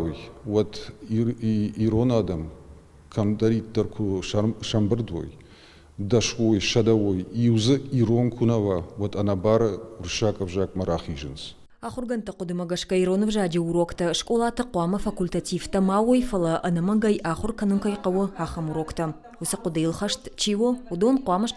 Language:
Ossetic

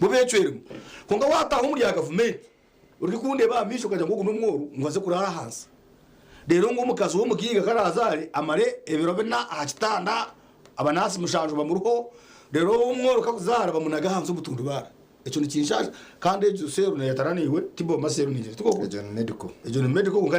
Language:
Nyankole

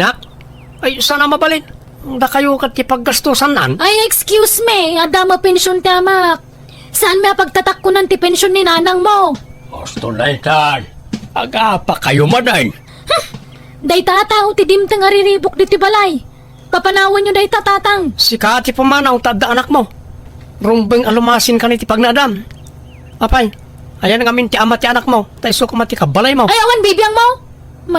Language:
Iloko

